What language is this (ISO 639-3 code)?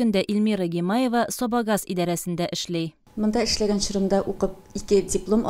tat